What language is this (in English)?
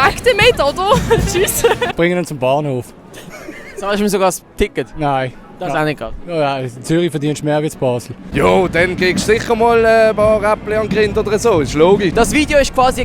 Swiss German